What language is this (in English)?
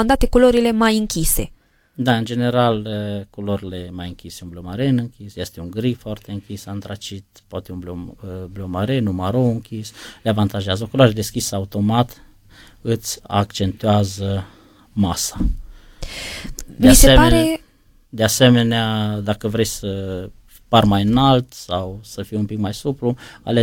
Romanian